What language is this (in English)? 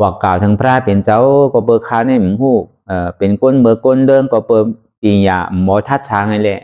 Shan